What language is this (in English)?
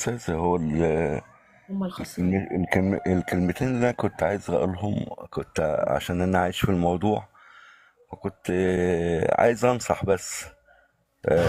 Egyptian Arabic